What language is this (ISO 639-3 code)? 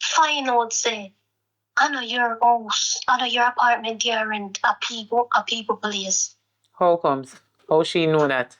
jam